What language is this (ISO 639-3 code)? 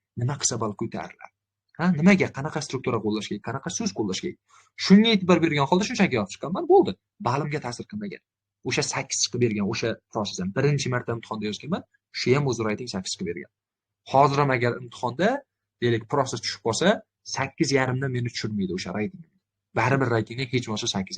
uzb